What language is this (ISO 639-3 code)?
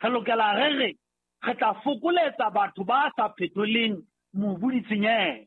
sot